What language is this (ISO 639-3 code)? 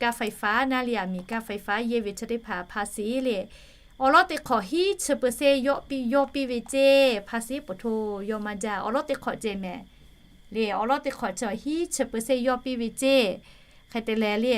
lhu